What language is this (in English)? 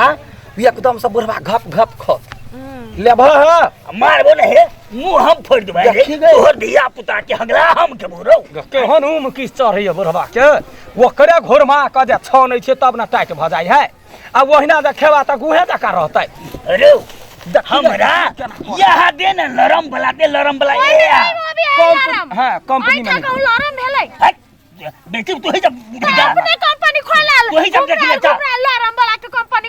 Maithili